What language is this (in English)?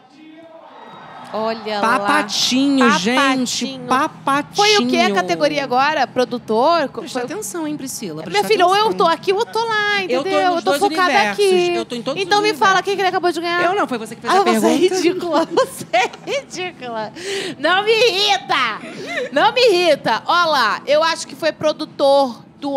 Portuguese